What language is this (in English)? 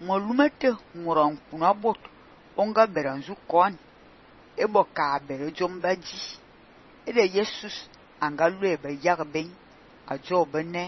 Fang